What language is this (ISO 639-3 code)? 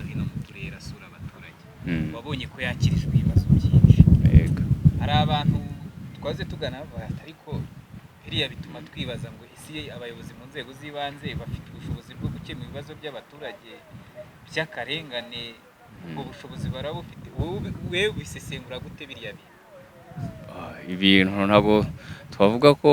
kin